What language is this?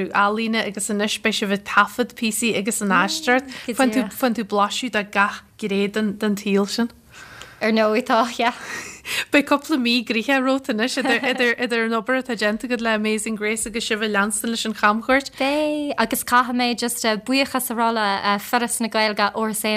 Irish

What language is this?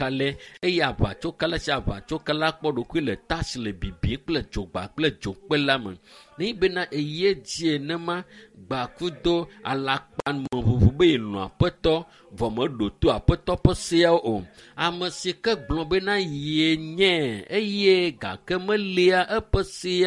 Ewe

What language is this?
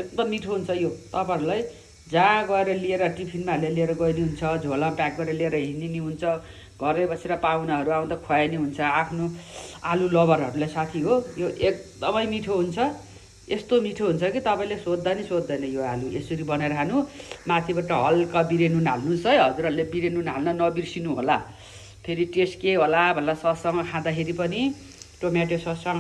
Nepali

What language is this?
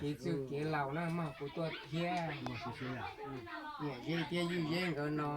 Hmong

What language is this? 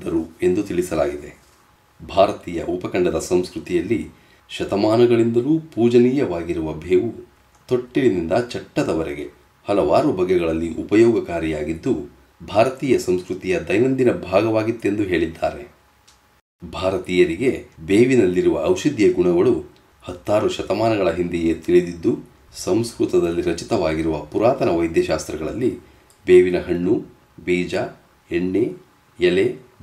Kannada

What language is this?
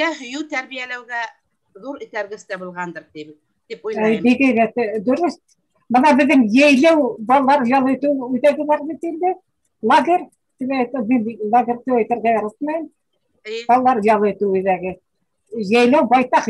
Bashkir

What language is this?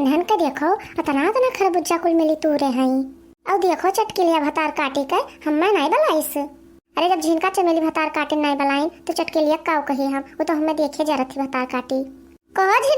Awadhi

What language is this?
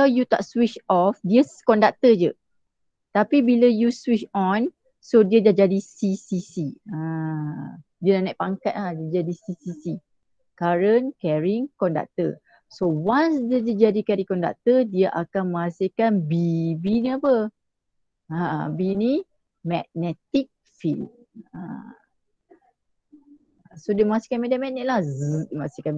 Malay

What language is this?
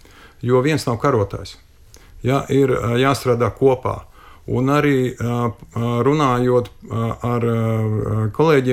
Latvian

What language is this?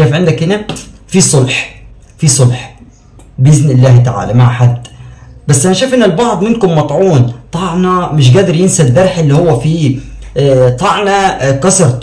Egyptian Arabic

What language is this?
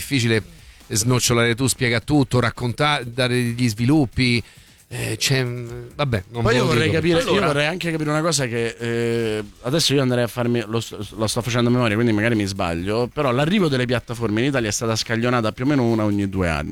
Italian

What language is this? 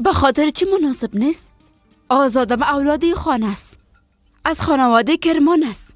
Persian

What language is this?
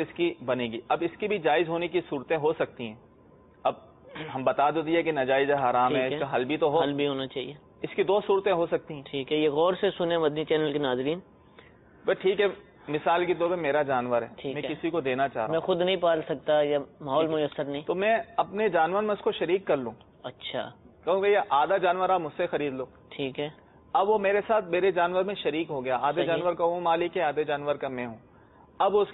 Urdu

